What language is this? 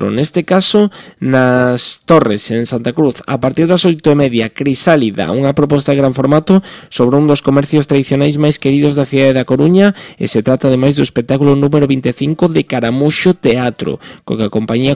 Galician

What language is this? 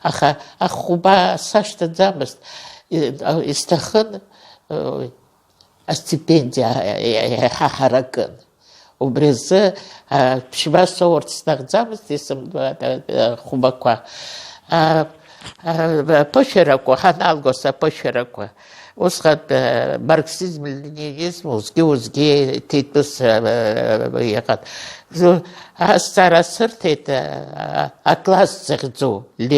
Abkhazian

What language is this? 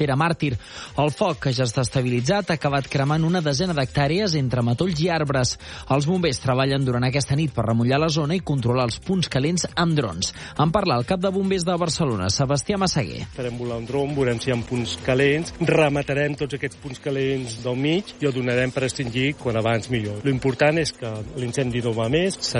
Catalan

